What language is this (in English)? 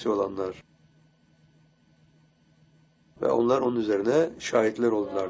Turkish